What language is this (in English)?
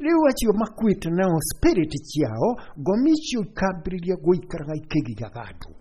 Kikuyu